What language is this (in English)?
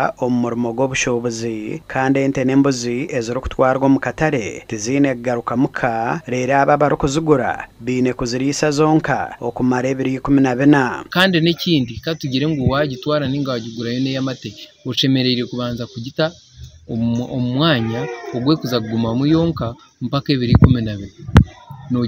Nyankole